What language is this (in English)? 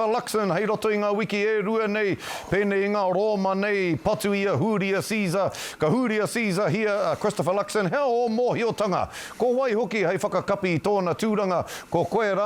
Māori